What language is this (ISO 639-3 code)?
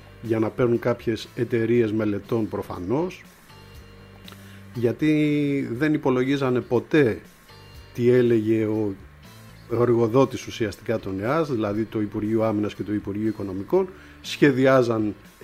ell